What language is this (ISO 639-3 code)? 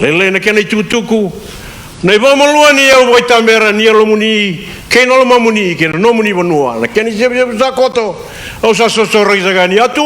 fij